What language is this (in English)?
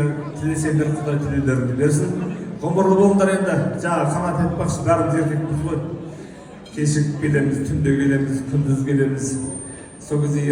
Kazakh